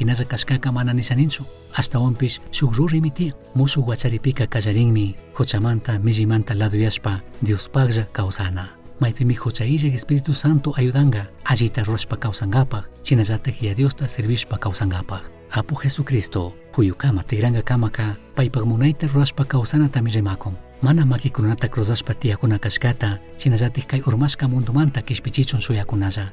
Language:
Chimborazo Highland Quichua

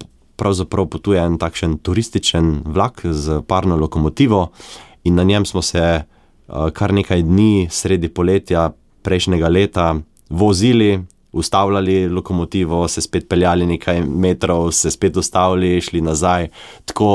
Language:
Slovenian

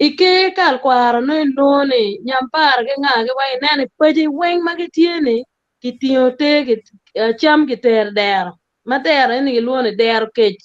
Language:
Acoli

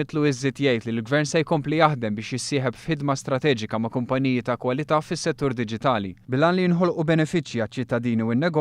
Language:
Maltese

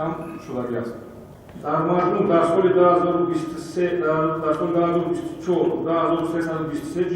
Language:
Tajik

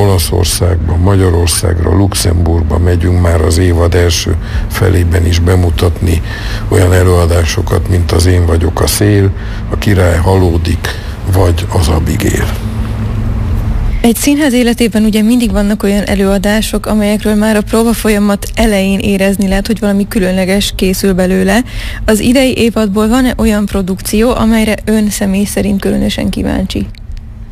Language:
Hungarian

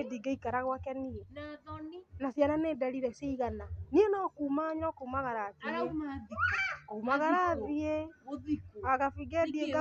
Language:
Kikuyu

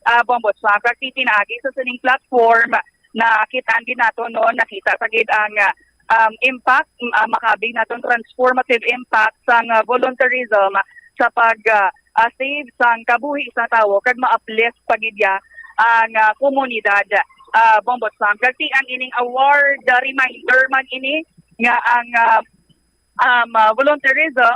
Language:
Hiligaynon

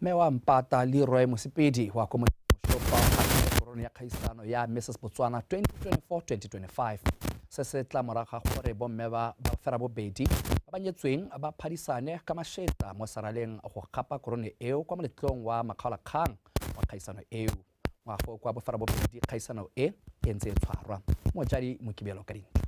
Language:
Tswana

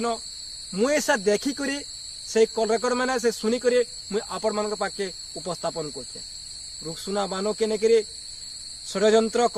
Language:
Sambalpuri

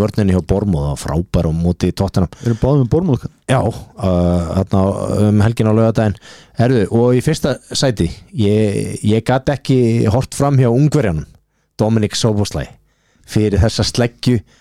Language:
Icelandic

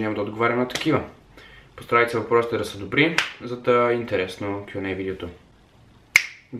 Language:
Bulgarian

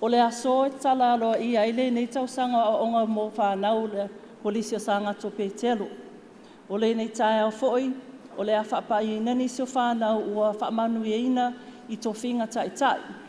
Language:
Samoan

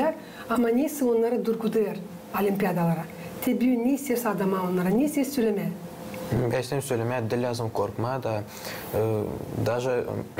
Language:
Gagauz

